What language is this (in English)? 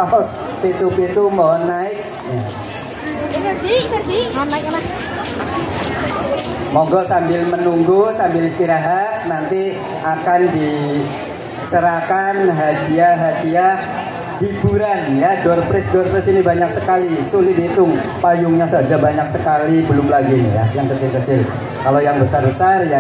Indonesian